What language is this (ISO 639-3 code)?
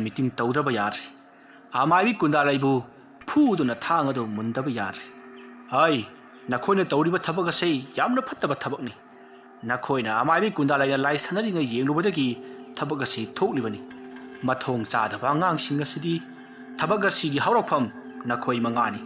mni